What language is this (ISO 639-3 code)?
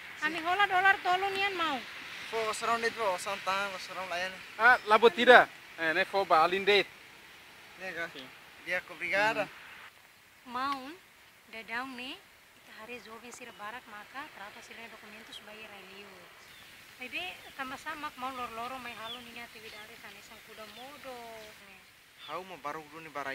tet